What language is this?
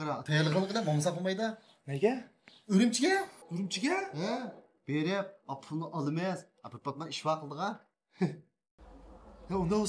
Uyghur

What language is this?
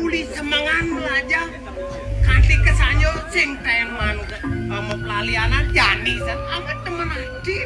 Balinese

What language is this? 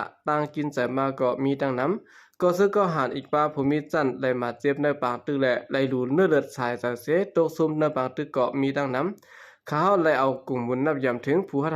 Shan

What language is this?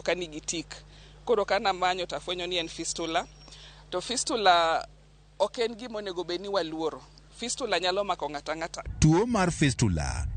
Luo (Kenya and Tanzania)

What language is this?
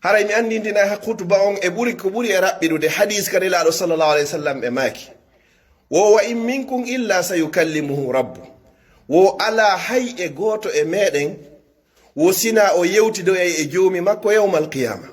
Pular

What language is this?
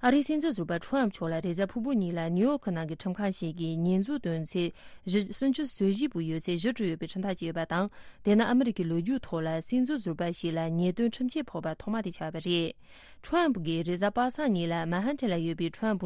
Tibetan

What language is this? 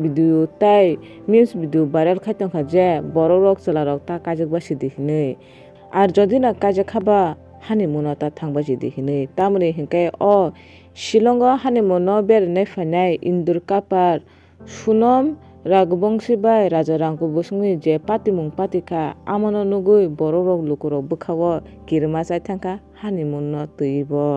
Kok Borok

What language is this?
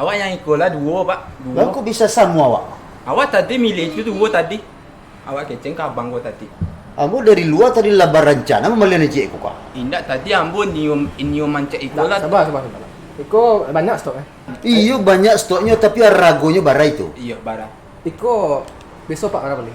Minangkabau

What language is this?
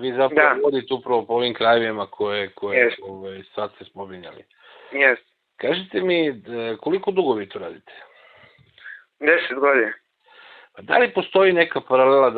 Serbian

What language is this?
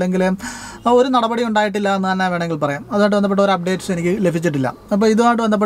Malayalam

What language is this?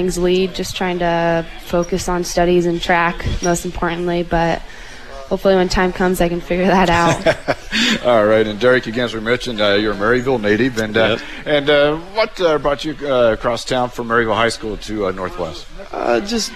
English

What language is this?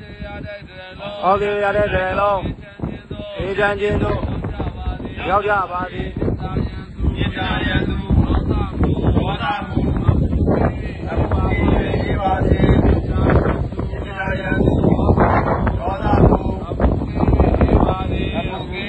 Burmese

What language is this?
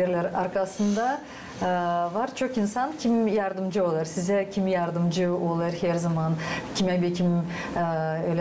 Gagauz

